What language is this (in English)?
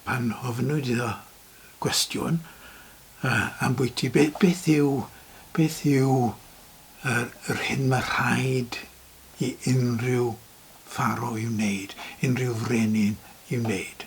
Welsh